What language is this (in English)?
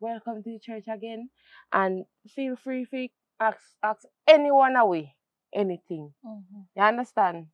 Jamaican Creole English